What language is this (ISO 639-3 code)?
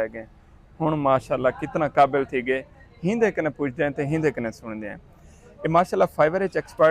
skr